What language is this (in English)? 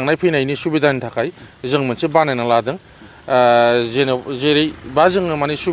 Bodo